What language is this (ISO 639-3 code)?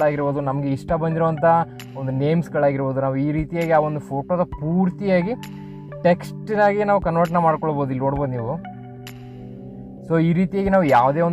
kan